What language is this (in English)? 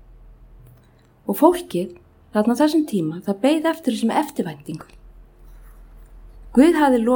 Icelandic